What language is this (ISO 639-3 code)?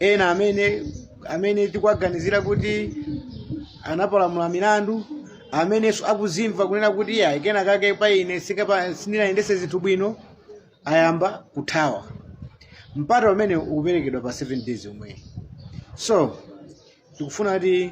nya